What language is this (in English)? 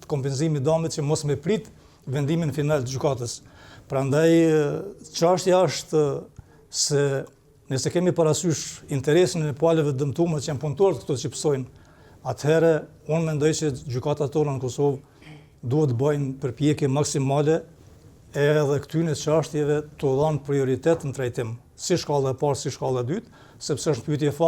Albanian